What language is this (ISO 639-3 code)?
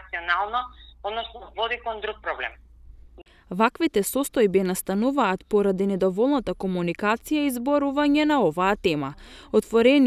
mkd